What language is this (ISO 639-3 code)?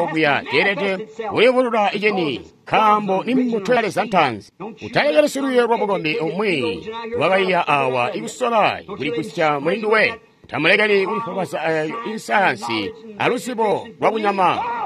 toi